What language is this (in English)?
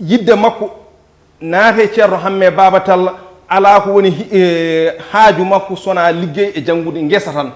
Fula